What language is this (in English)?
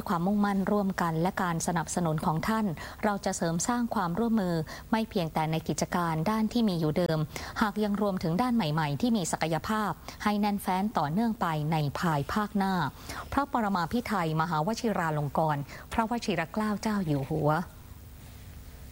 Thai